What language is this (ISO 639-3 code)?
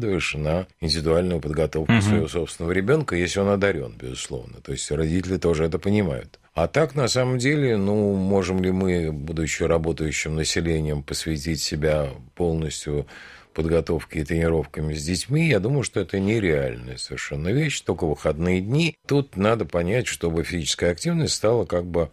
rus